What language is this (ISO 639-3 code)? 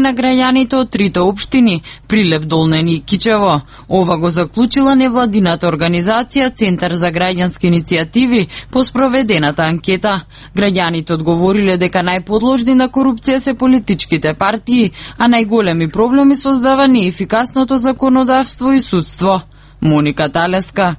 mkd